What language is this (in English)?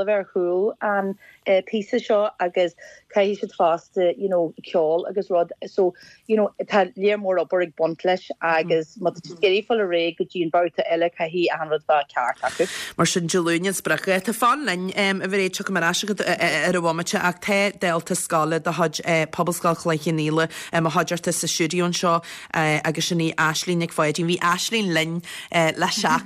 Irish